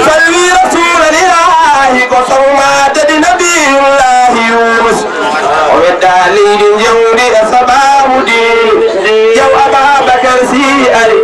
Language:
Fula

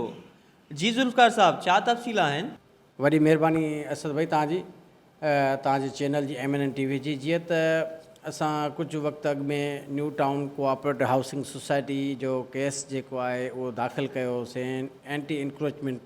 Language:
Sindhi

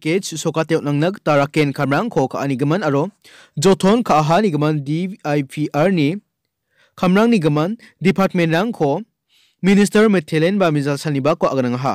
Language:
Garo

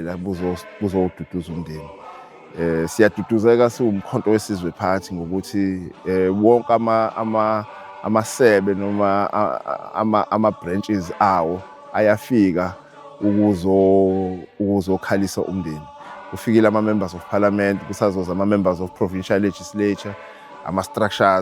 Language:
Zulu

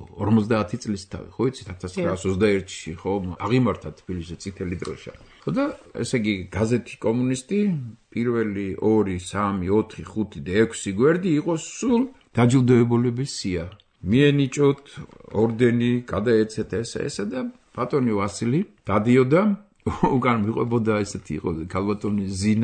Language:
Georgian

